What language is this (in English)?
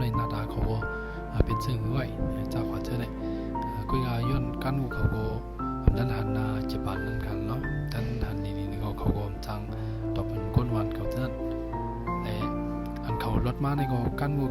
Shan